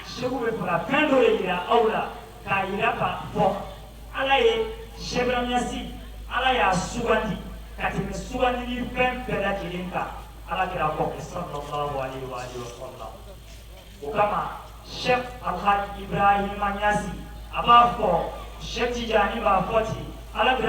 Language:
Bambara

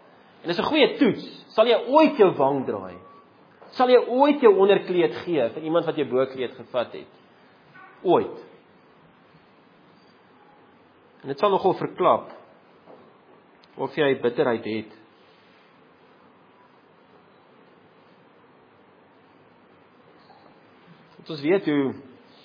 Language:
Afrikaans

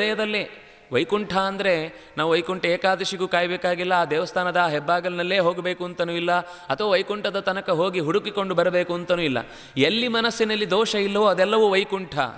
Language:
Kannada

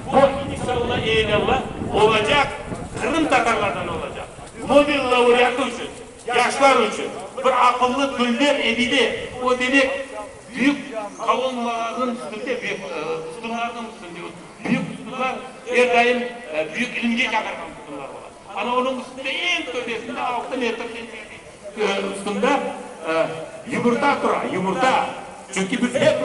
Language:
Crimean Tatar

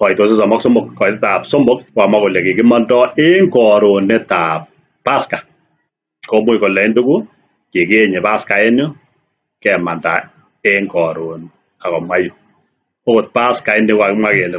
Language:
Kalenjin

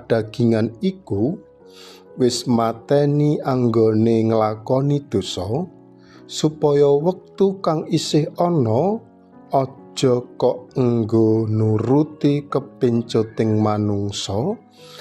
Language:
Javanese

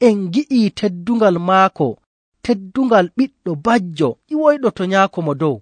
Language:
Nigerian Fulfulde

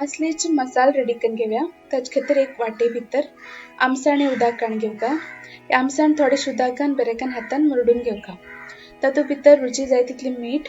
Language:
Konkani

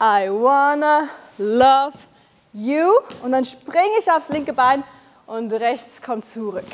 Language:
Swiss German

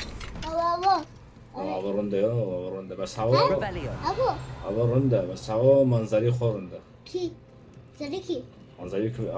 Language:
Kurdish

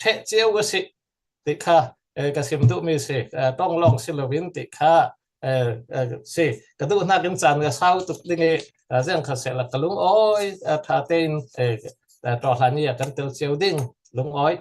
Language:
Falam Chin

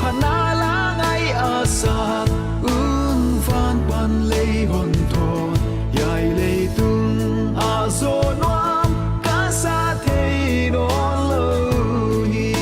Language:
Paite Chin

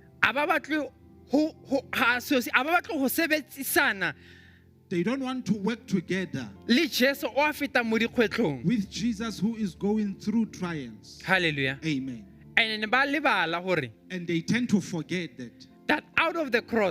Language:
Southern Sotho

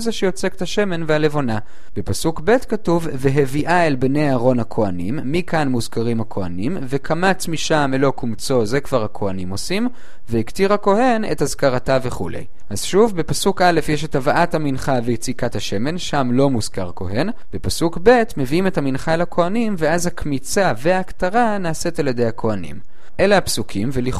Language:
Hebrew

